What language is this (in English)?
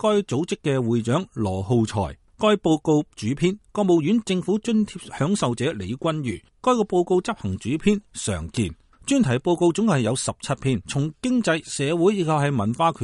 Cantonese